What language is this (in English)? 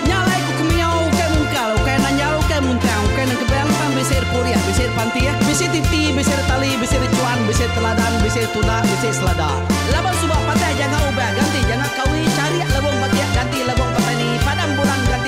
Iban